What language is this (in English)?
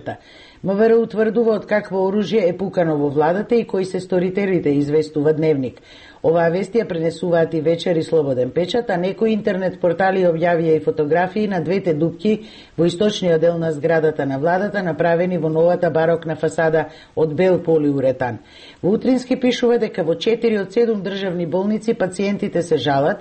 Macedonian